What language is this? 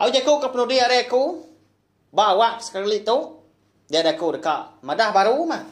Iban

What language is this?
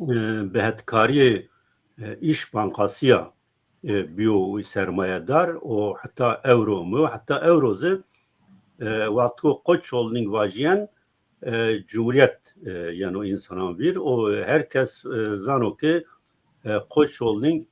Zaza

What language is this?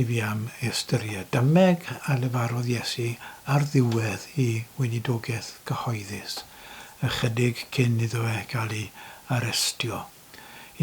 Welsh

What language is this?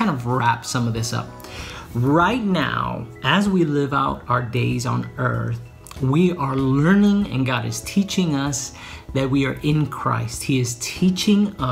English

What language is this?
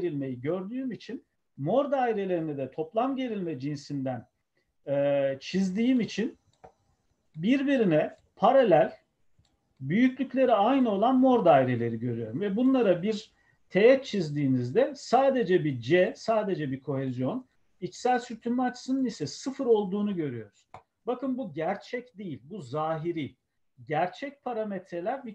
Turkish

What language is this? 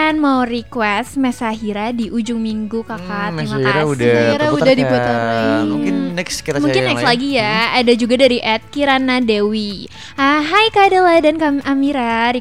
Indonesian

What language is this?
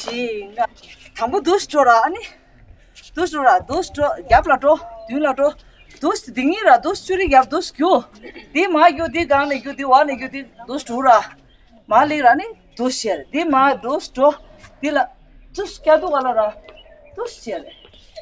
Tibetan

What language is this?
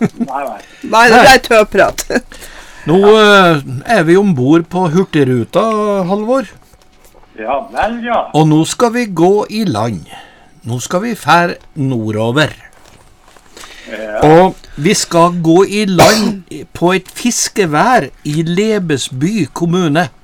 Norwegian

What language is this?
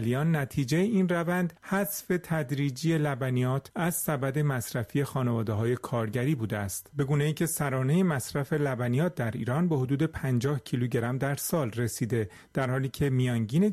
Persian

